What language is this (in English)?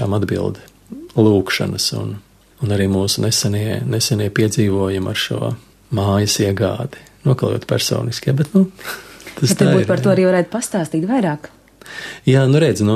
Latvian